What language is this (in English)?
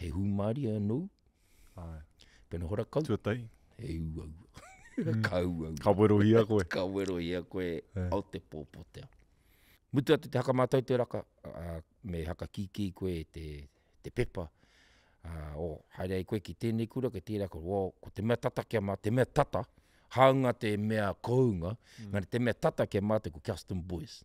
Māori